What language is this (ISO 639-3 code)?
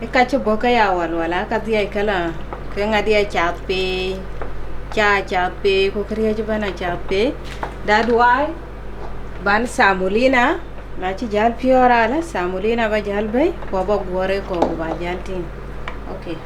din